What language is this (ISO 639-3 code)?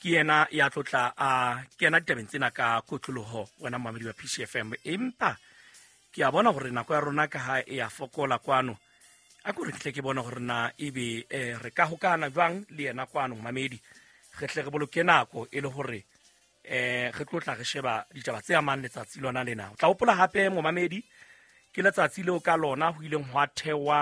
sot